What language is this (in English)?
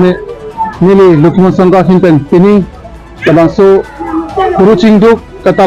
Karbi